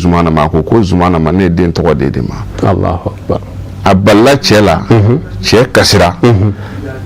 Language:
Bambara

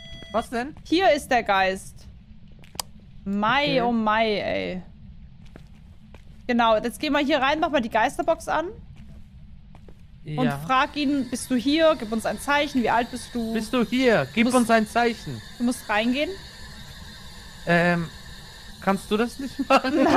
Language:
German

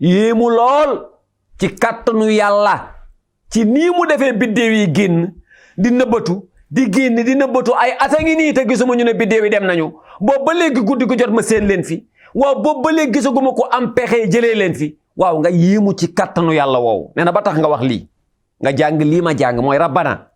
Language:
Wolof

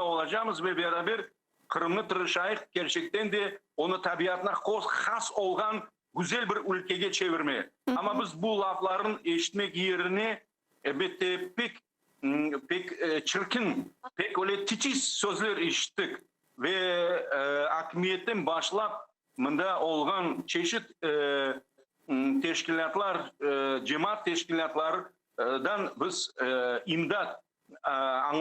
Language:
Crimean Tatar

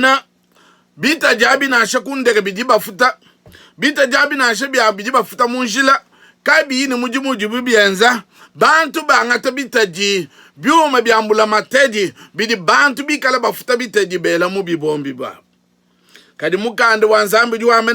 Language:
Luba-Lulua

